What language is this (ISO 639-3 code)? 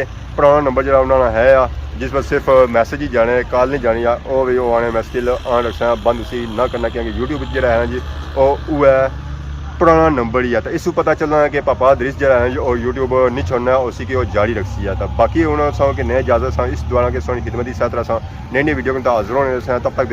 phr